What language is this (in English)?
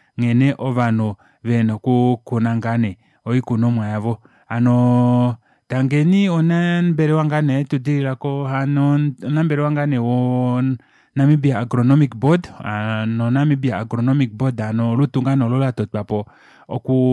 Kuanyama